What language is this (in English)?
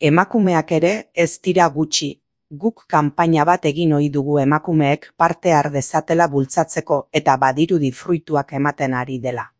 Basque